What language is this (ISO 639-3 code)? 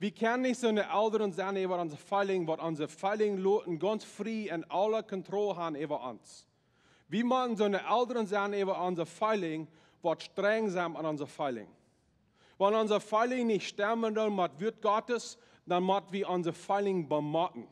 pdt